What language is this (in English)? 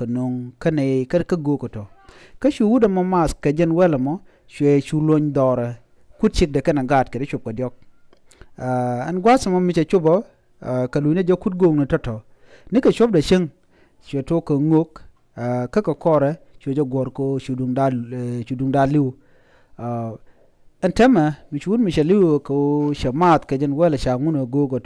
Nuer